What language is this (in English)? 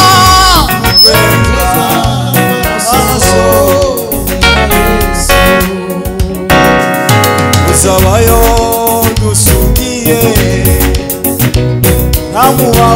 Kinyarwanda